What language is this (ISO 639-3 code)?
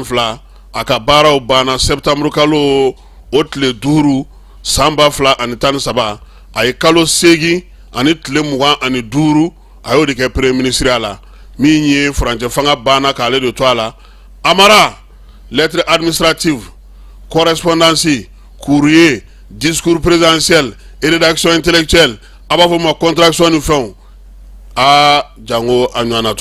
bam